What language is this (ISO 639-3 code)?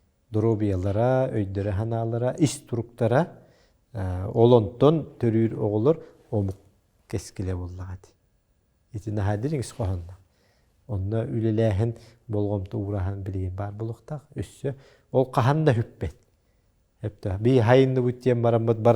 sah